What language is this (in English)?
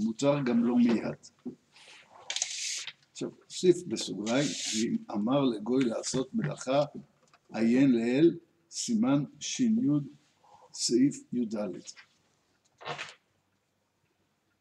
Hebrew